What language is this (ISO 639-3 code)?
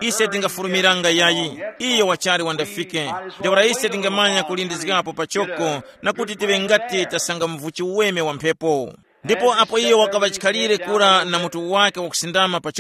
tum